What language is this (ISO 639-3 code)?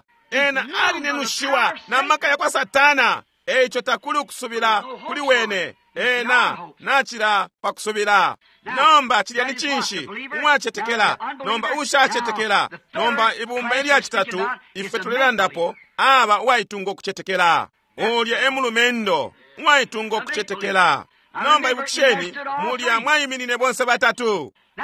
bem